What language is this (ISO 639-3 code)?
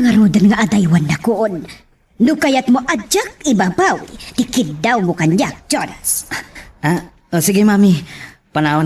ilo